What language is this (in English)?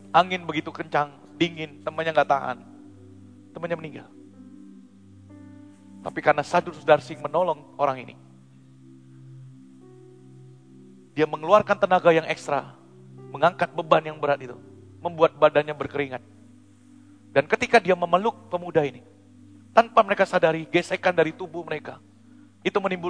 Indonesian